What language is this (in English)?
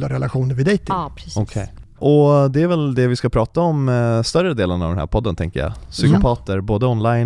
Swedish